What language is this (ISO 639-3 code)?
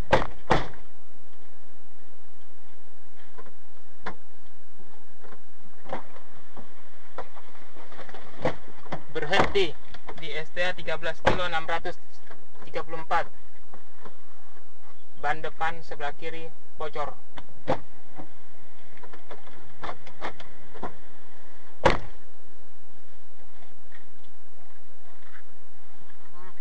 ind